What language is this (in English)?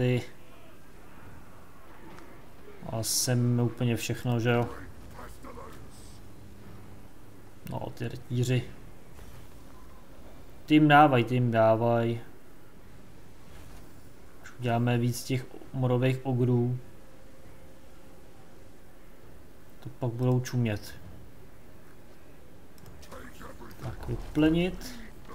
Czech